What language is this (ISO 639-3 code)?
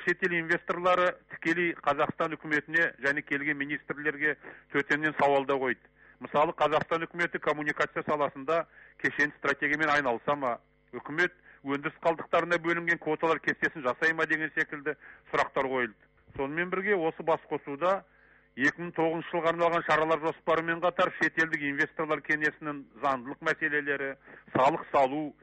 kaz